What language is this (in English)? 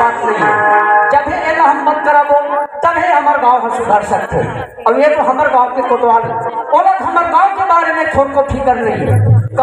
Chhattisgarhi